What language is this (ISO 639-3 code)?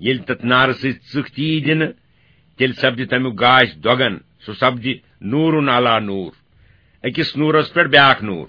kas